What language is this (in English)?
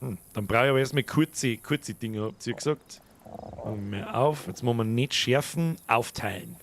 Bavarian